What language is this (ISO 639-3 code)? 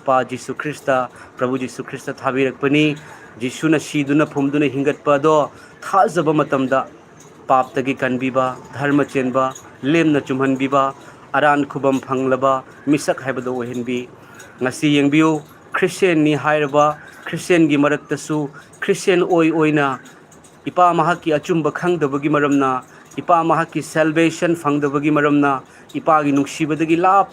mni